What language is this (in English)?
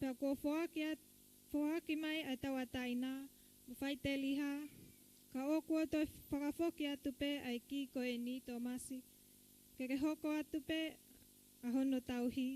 Tongan